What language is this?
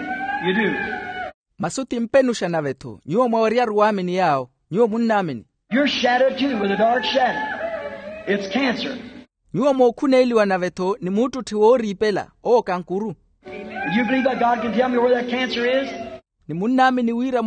Makhuwa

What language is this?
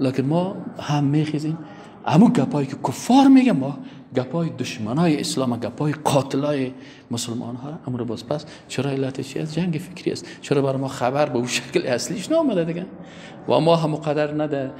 Persian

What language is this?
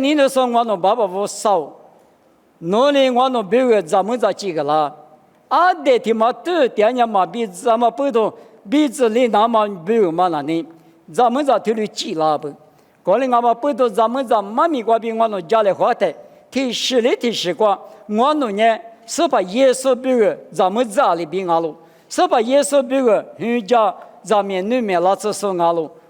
Lisu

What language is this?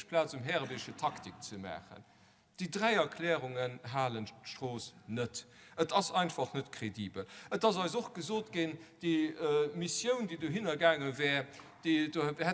Luxembourgish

